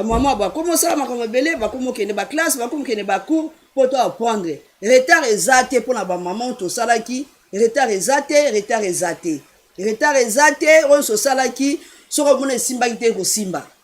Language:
Lingala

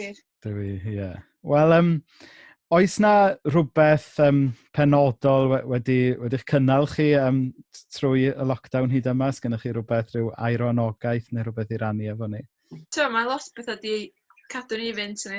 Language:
Welsh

